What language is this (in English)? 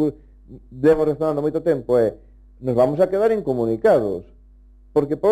Galician